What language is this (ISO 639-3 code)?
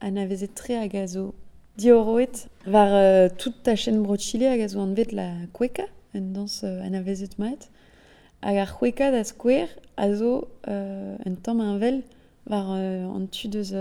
bre